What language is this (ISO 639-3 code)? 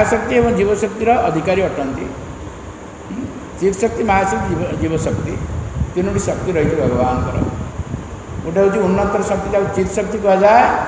ori